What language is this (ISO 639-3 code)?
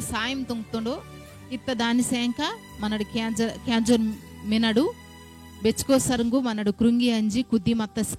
kff